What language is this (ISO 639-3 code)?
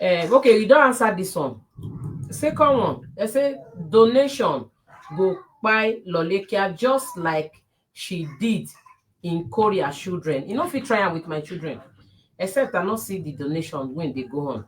pcm